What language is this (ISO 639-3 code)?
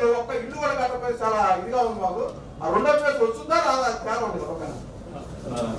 tel